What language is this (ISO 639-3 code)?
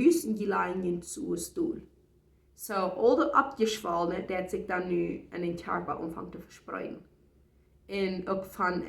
pdt